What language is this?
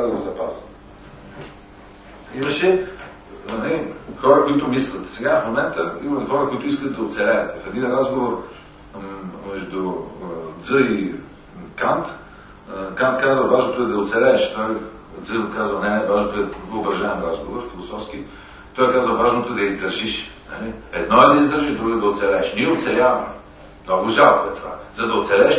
Bulgarian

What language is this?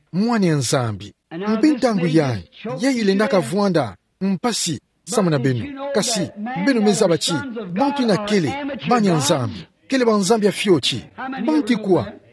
Kituba (Democratic Republic of Congo)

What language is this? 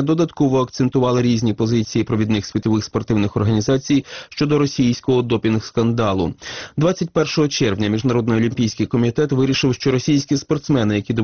Ukrainian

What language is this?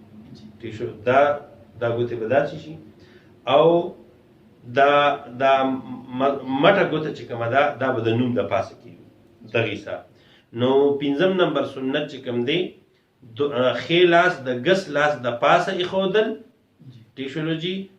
Pashto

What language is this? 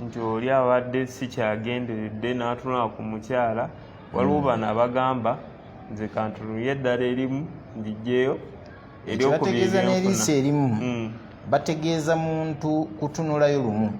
Ganda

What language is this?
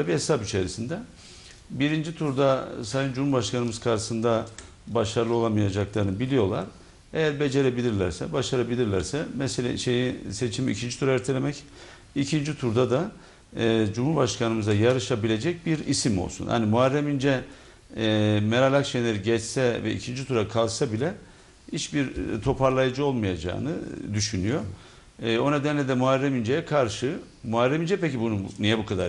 Turkish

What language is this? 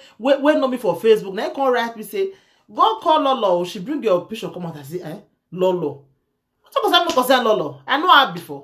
Nigerian Pidgin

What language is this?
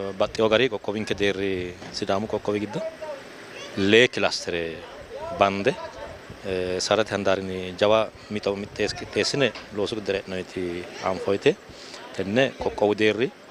Sidamo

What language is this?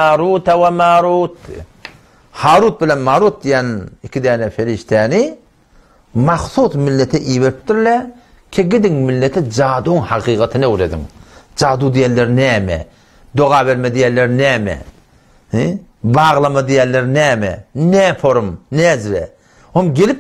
Turkmen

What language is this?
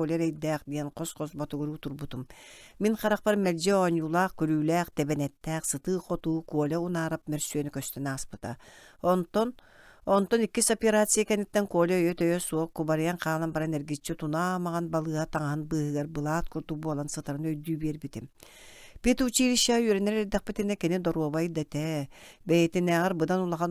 Yakut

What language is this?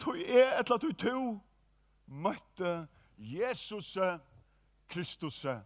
Faroese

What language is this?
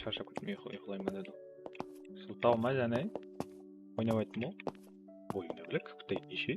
Kara-Kalpak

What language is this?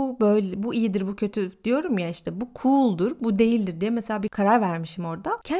Turkish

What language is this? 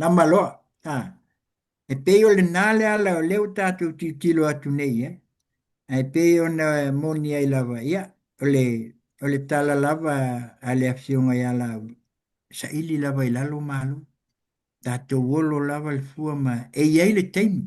Samoan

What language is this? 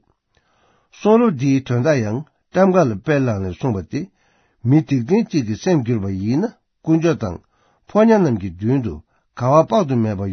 Tibetan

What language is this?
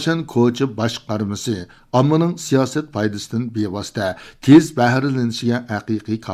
Uyghur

